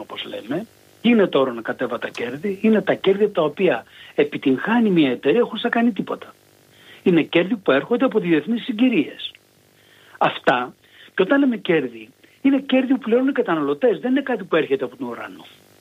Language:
Greek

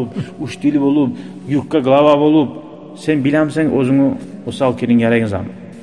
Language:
Kumyk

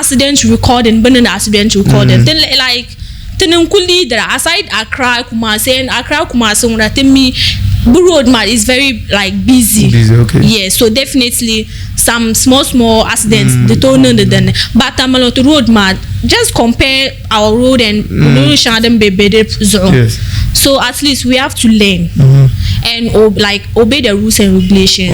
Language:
Dagbani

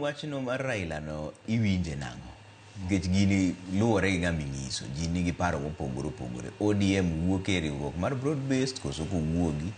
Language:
Luo (Kenya and Tanzania)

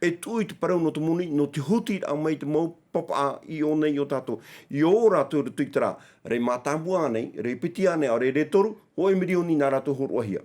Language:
Tahitian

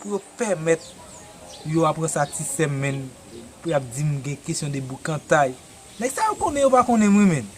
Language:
Haitian Creole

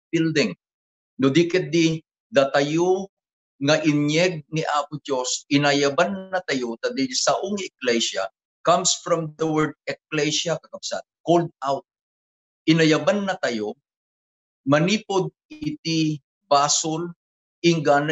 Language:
Iloko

